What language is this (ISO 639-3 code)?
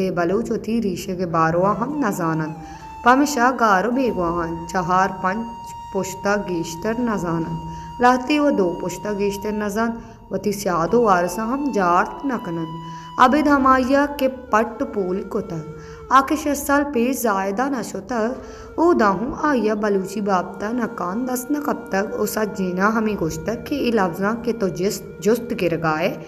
bal